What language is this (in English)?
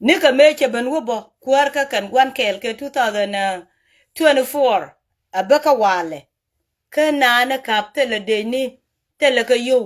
Nuer